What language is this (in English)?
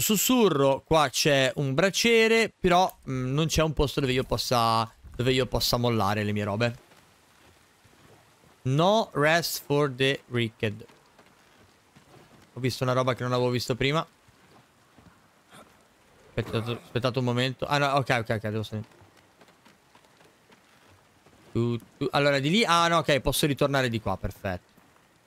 Italian